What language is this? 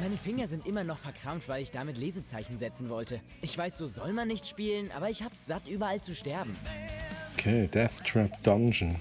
Swiss German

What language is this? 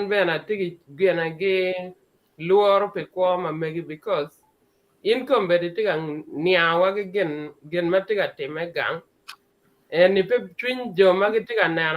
Acoli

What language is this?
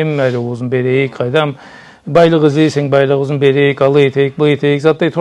Karachay-Balkar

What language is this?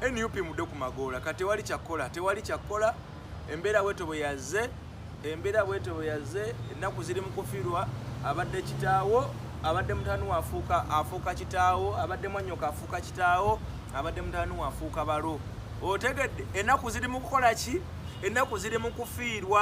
Ganda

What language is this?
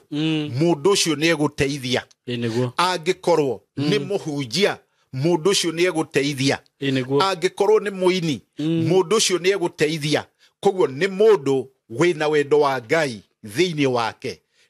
Kikuyu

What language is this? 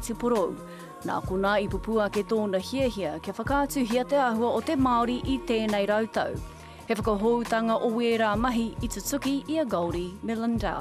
Māori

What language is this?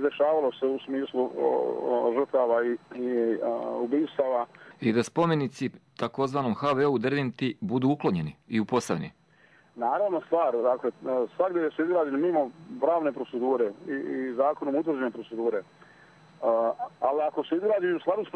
Bosnian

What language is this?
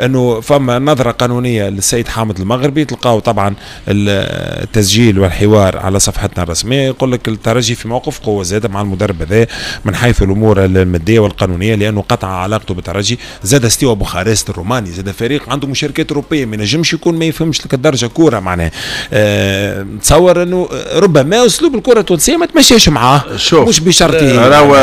Tunisian Arabic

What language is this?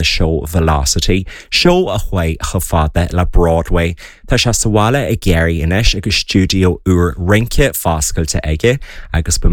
Irish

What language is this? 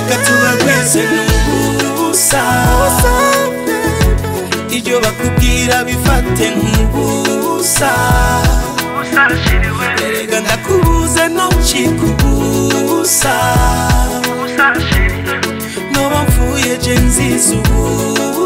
Kinyarwanda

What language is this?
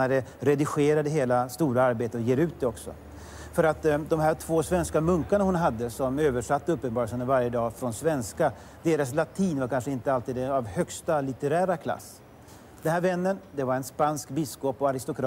Swedish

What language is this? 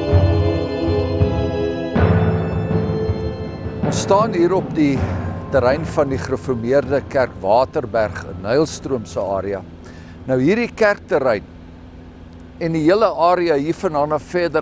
Afrikaans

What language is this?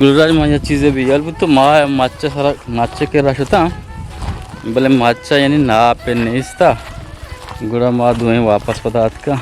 Baluchi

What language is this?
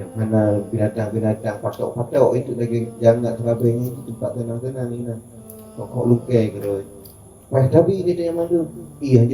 Achinese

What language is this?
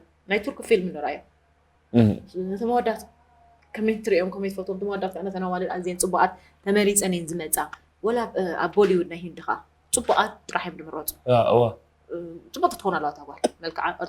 Tigrinya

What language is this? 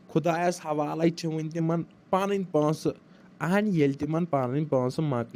Kashmiri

